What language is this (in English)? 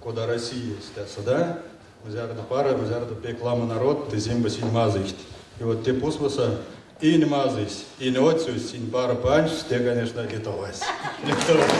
Erzya